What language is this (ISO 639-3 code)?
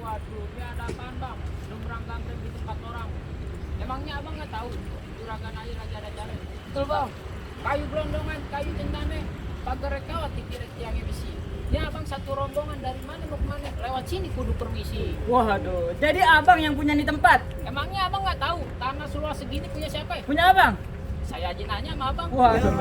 bew